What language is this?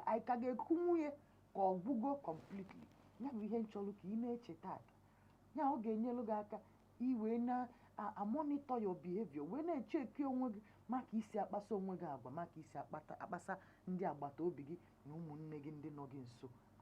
Igbo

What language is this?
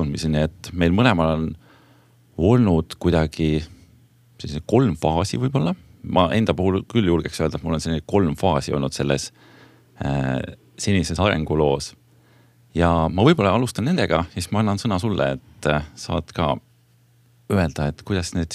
Estonian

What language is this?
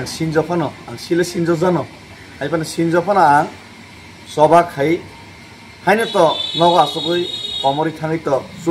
Kok Borok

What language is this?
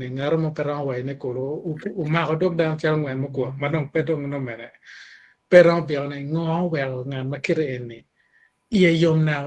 Acoli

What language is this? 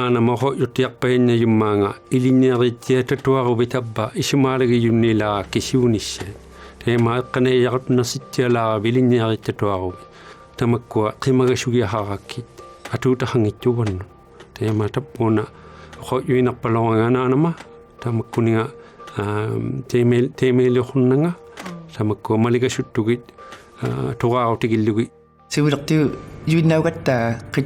Inuktitut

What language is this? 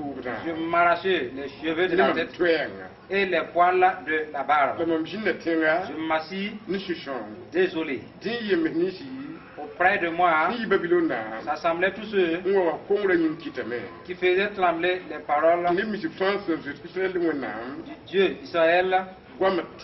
Mossi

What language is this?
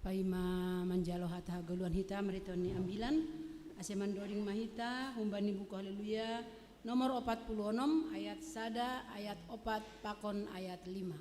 Batak Simalungun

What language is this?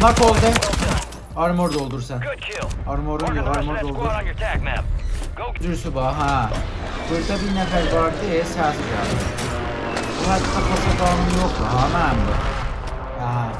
South Azerbaijani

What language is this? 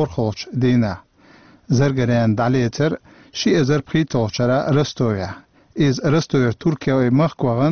Chechen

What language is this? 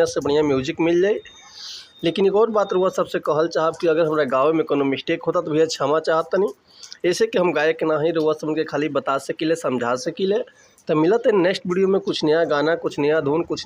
Bhojpuri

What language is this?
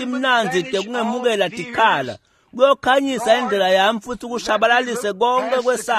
Swati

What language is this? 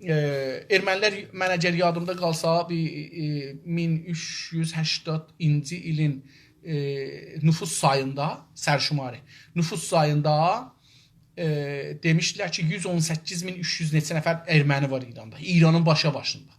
South Azerbaijani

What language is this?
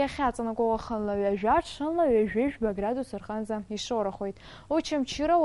Abkhazian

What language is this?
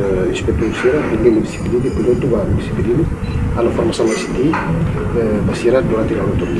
Tetum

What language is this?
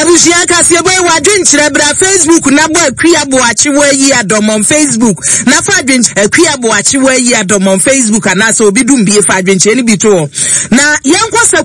Akan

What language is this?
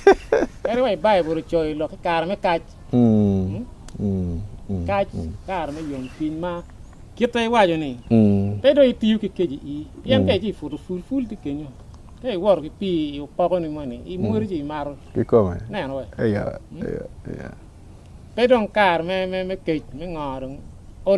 Acoli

